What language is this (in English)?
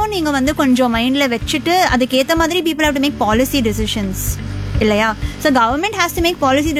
Tamil